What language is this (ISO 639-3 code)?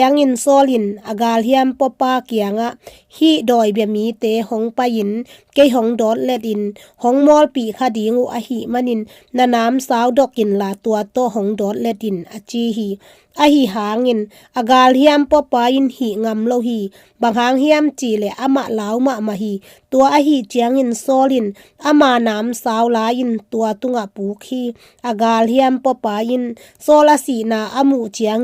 ctd